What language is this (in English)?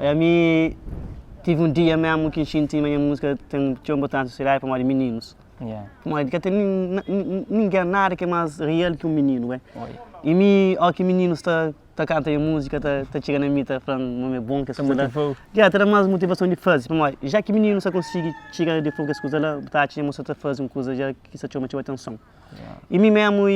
Kabuverdianu